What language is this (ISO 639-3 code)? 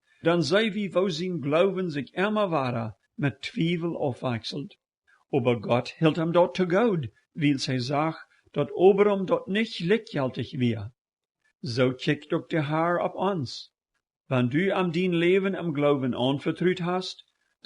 pdt